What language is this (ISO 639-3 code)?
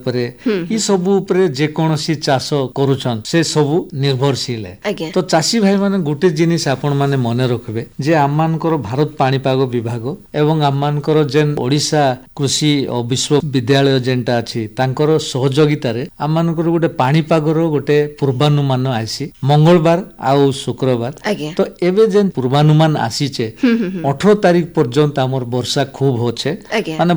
ori